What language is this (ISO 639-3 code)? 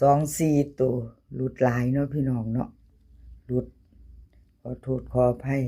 tts